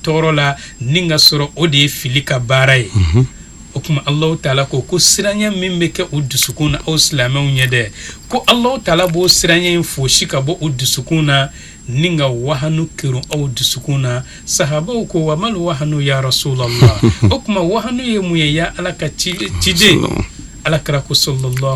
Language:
Bambara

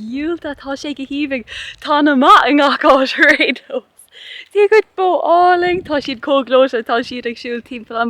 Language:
Irish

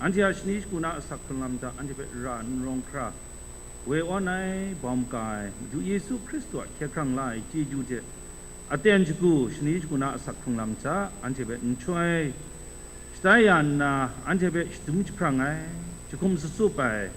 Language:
Kachin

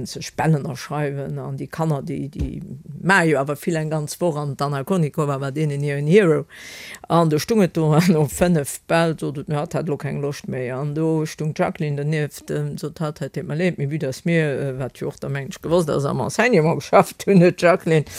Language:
Luxembourgish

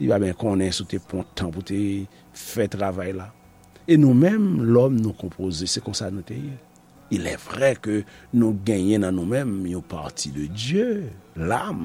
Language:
Haitian Creole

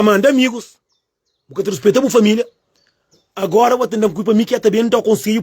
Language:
Kabuverdianu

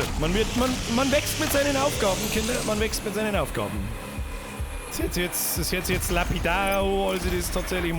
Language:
Bavarian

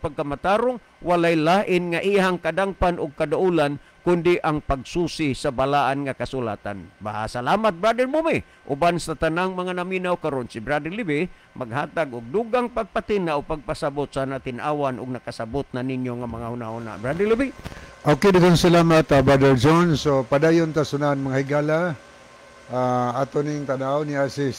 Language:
Cebuano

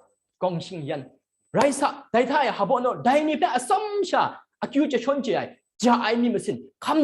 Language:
Kachin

